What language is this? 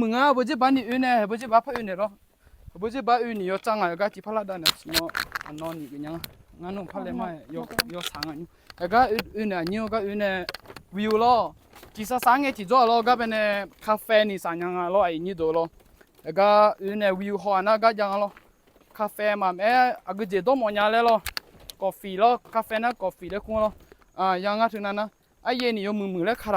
Akha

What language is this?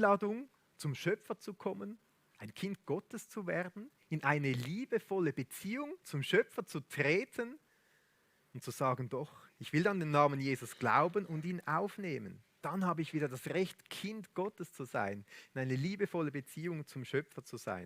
Swiss German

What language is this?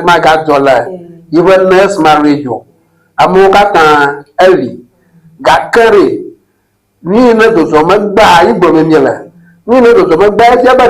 Ewe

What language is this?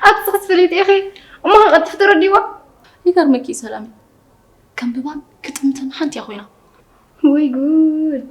Tigrinya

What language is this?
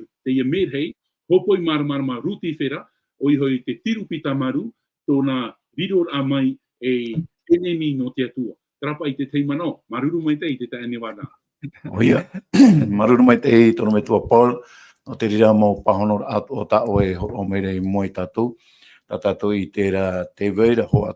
Tahitian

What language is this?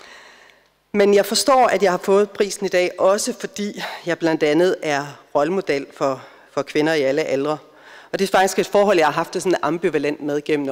Danish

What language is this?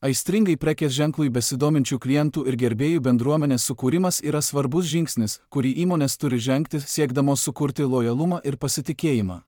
Lithuanian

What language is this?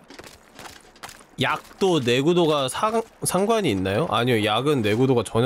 Korean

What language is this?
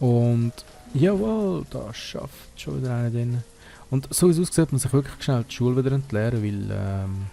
Swiss German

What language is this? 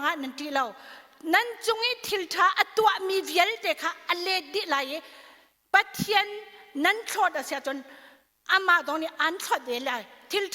Hakha Chin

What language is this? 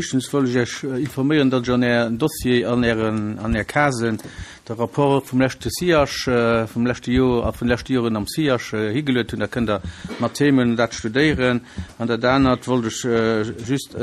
Luxembourgish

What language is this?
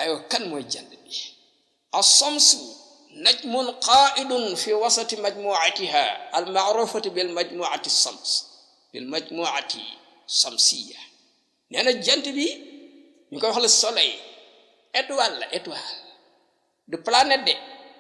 Wolof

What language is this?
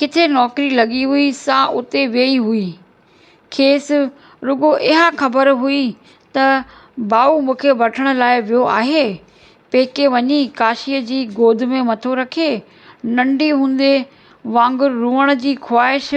Sindhi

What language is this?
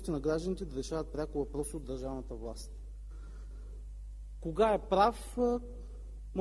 Bulgarian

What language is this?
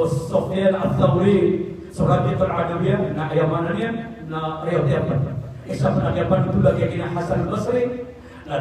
Maranao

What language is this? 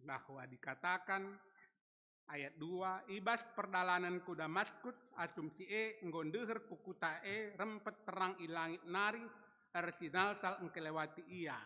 Batak Karo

